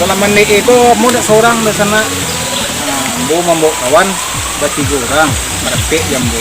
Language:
Minangkabau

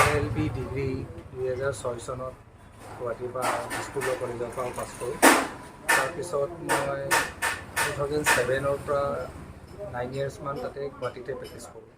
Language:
Assamese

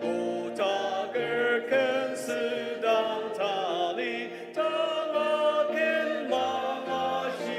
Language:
Ao Naga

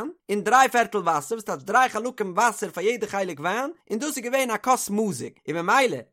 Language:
Yiddish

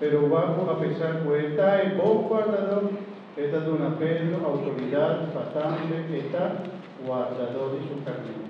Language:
Papiamento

